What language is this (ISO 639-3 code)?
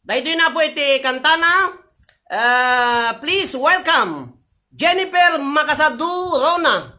ilo